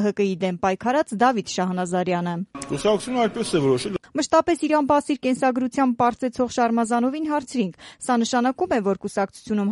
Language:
Armenian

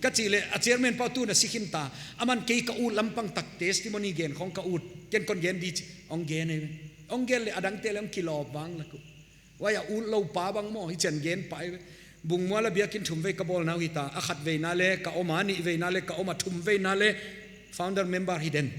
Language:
Paite Chin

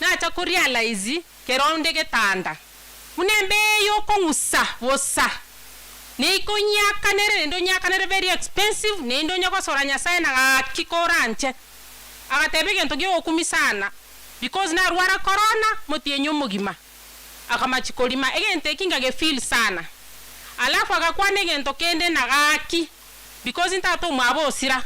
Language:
Gusii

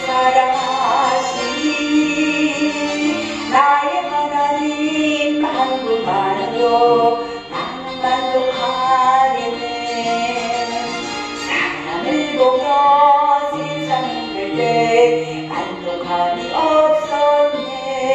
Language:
Korean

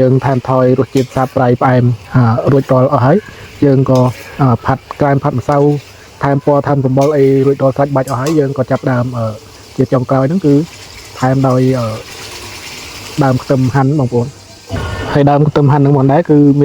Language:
Khmer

